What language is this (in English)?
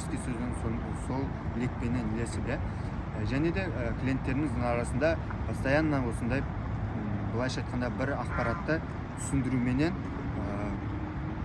Kazakh